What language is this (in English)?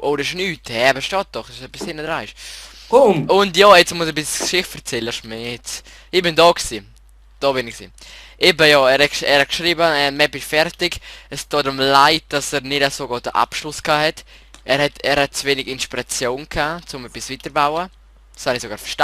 Swiss German